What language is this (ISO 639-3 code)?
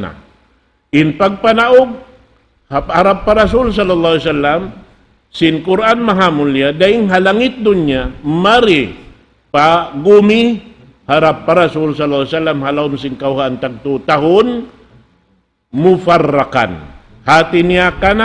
tsg